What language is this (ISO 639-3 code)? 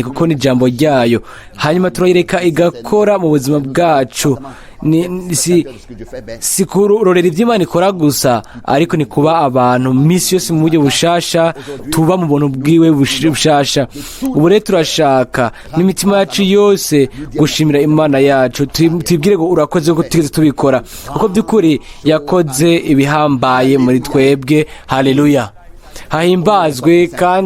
run